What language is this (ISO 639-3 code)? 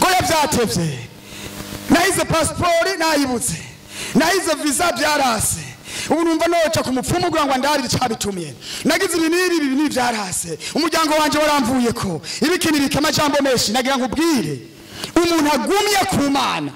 run